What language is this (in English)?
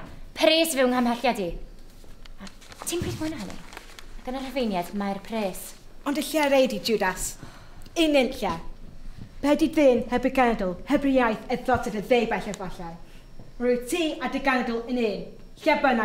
Welsh